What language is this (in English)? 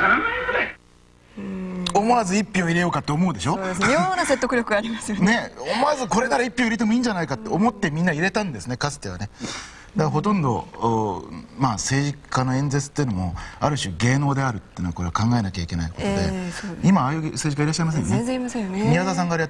Japanese